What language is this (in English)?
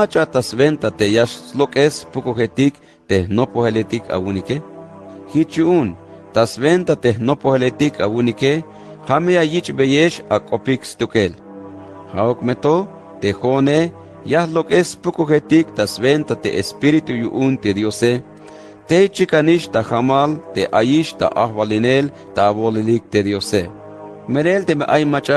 Tzeltal